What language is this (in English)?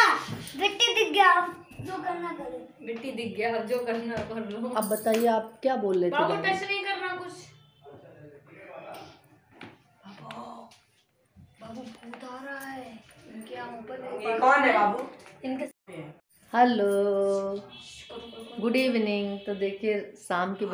Hindi